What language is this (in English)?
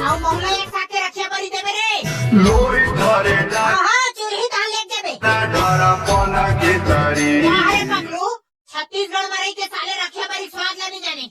Chhattisgarhi